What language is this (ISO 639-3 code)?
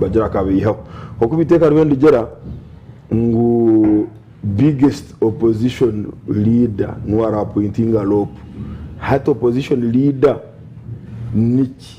nyn